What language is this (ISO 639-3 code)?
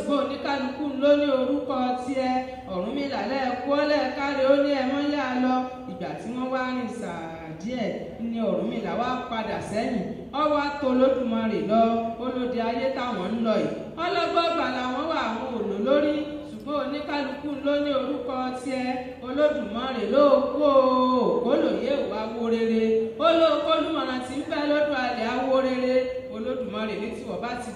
yor